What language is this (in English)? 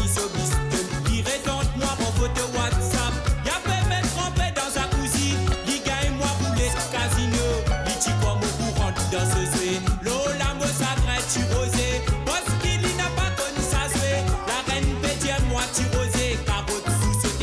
Morisyen